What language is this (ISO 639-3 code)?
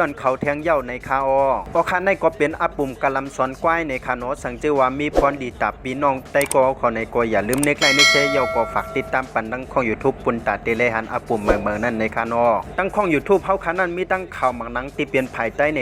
shn